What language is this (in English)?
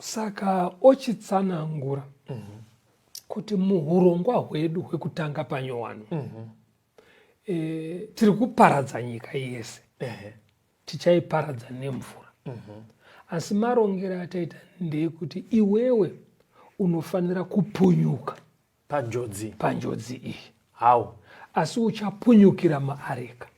Shona